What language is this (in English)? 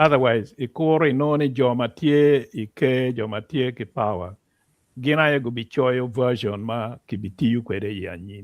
Acoli